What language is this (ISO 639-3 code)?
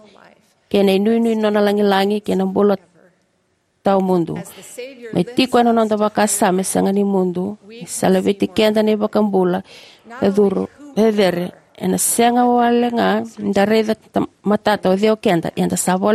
fij